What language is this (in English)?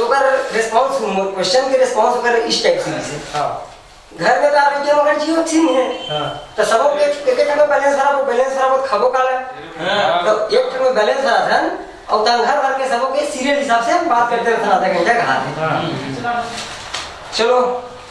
Chhattisgarhi